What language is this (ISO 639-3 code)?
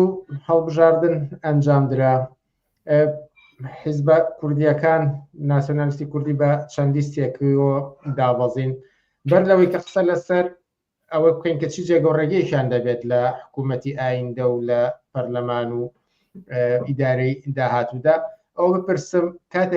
ckb